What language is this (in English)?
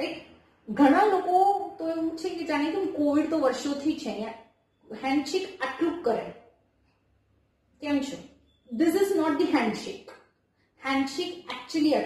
Gujarati